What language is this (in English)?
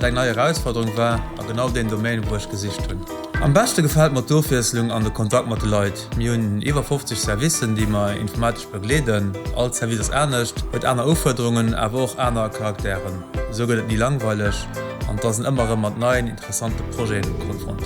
Luxembourgish